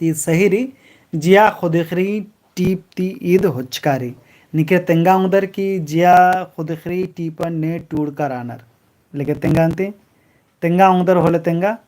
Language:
Kurukh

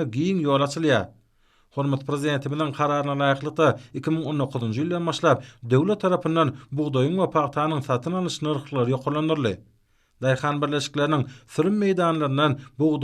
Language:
Turkmen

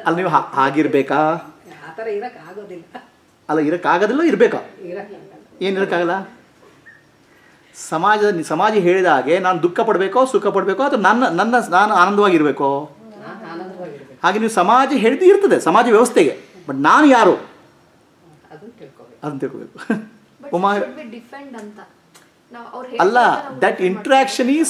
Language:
Kannada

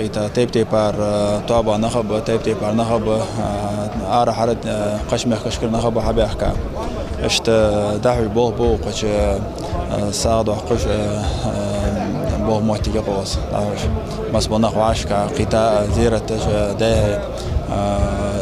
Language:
Ingush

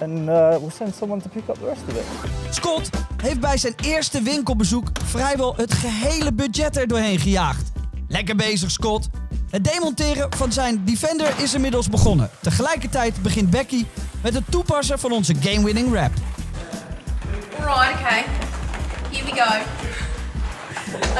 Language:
Dutch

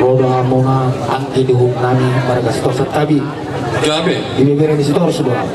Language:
Batak Toba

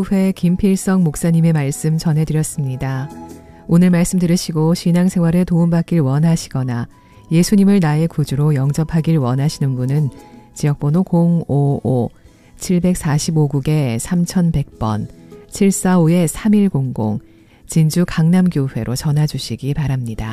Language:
Korean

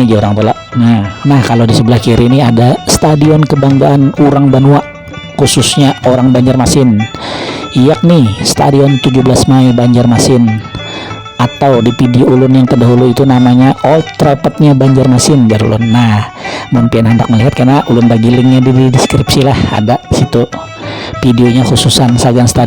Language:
Banjar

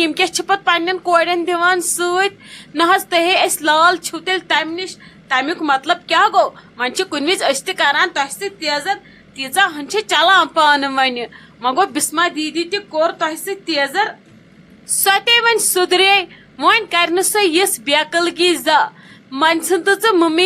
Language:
Kashmiri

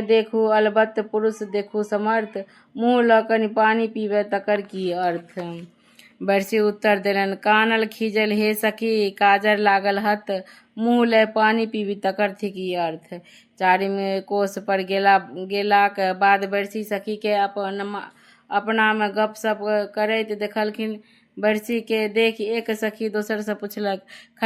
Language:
Maithili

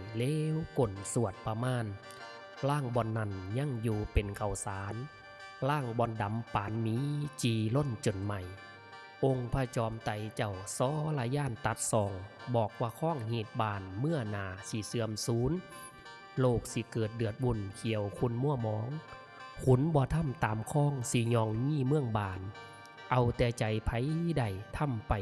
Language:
Northeastern Thai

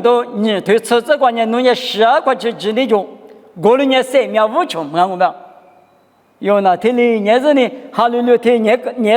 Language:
Lisu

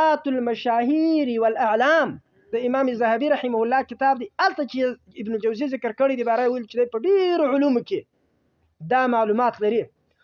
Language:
Pashto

